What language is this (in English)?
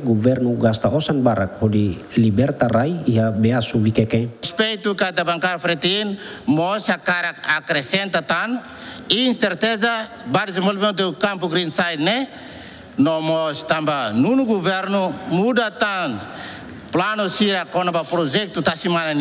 Tetum